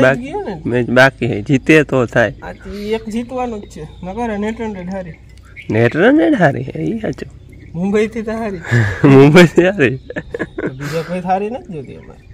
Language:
Gujarati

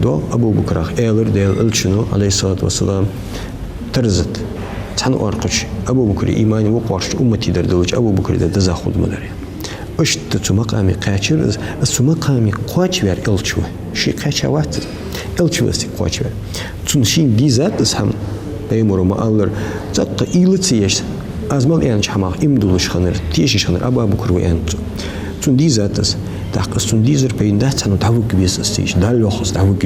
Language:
Ingush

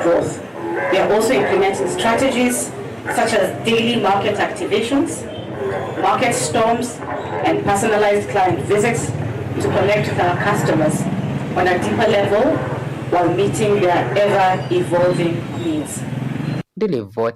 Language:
Kamba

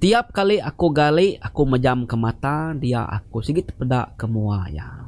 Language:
Iban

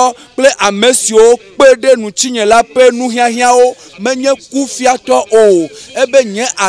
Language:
Ewe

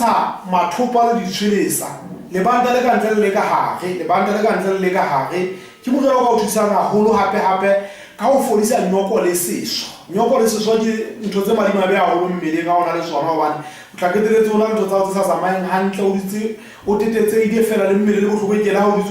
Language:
Southern Sotho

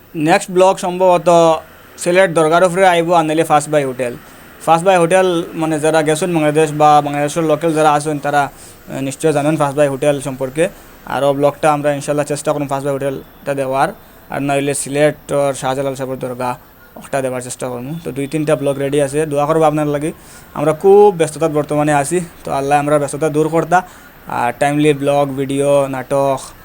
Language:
Sylheti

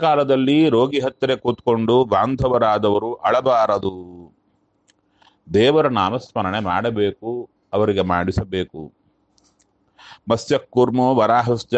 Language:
Kannada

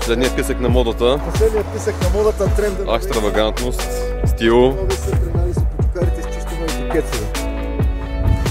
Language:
Bulgarian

